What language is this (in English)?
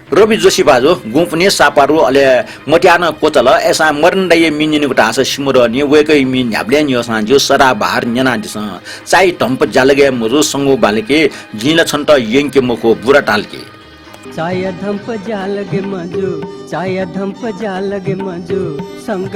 Newari